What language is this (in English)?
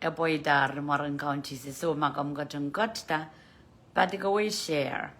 Pohnpeian